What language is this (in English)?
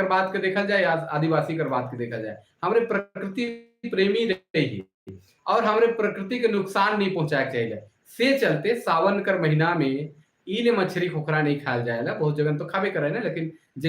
Sadri